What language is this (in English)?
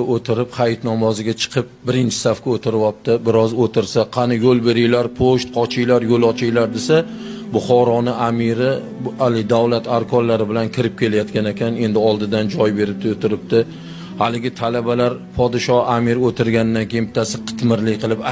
Uzbek